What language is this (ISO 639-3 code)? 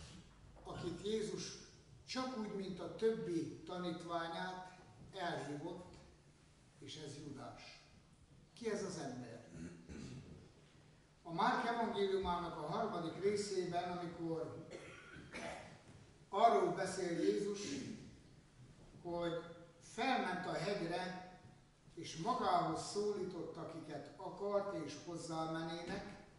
hun